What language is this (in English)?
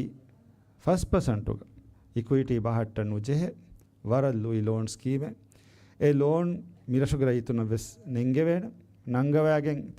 Divehi